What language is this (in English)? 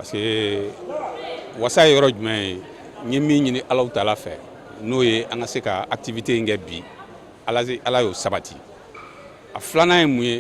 Bambara